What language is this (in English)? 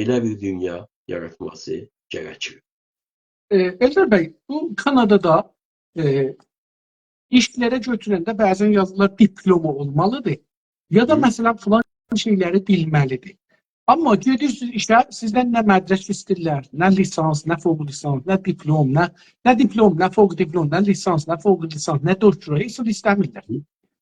South Azerbaijani